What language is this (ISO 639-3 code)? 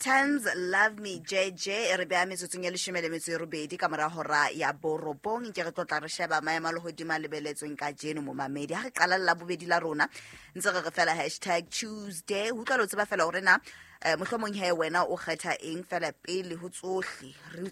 sot